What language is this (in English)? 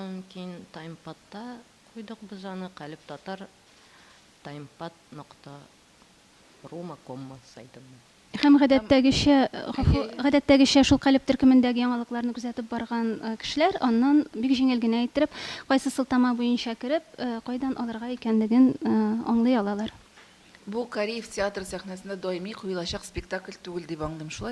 Tatar